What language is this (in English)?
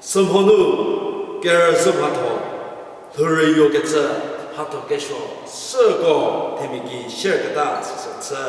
Angami Naga